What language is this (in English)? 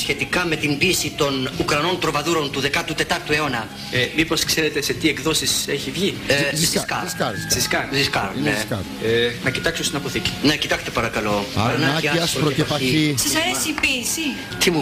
Greek